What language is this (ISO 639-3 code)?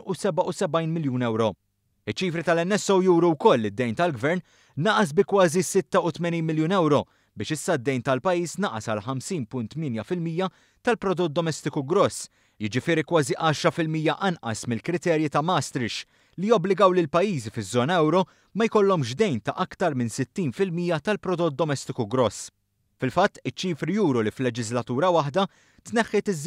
mlt